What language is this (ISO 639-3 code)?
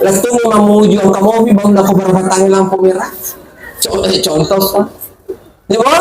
bug